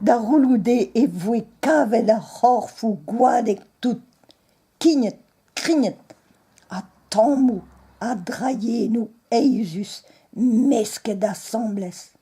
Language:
Breton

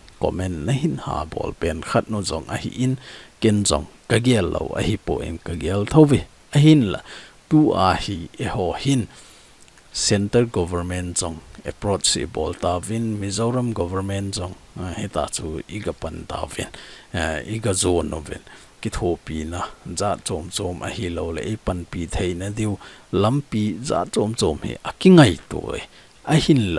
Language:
Thado Chin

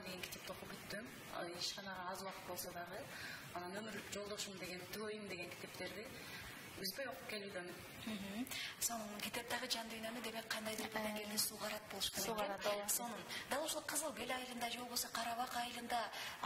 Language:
Kyrgyz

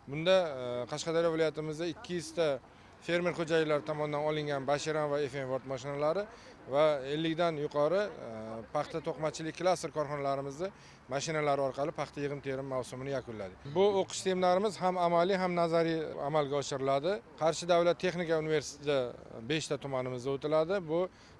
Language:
Uzbek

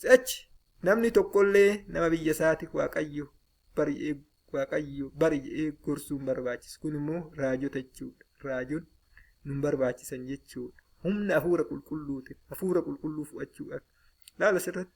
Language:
Oromo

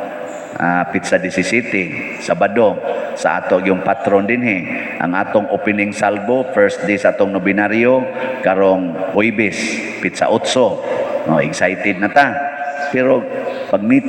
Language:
Cebuano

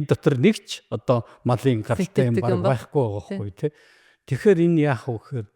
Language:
Mongolian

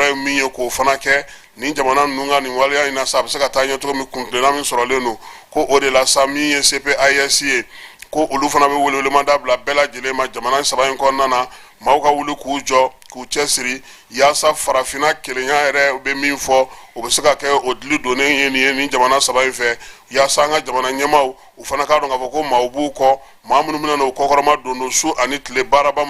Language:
Bambara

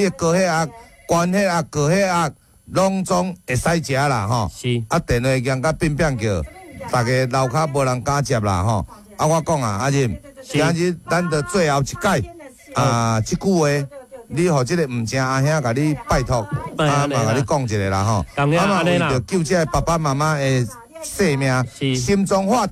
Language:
Min Nan Chinese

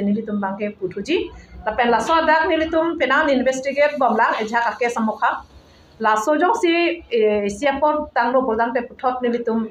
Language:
Karbi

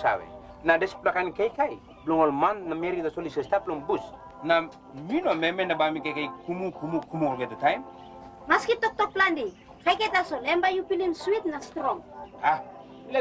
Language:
Tok Pisin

